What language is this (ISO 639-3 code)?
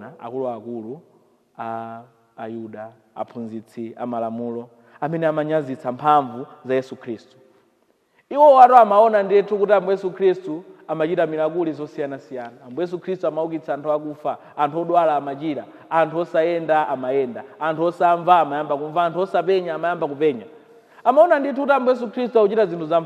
nya